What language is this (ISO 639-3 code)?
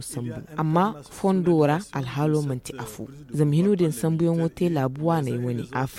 dje